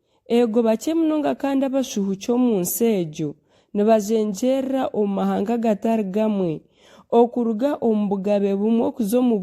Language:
Nyankole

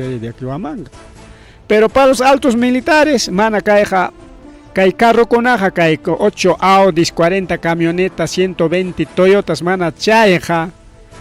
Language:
Ayacucho Quechua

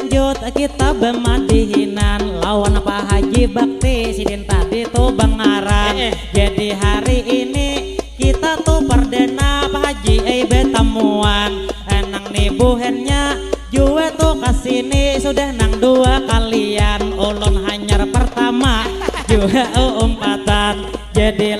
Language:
Banjar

